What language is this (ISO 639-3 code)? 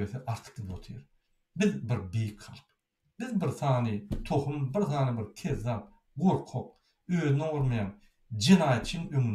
tuk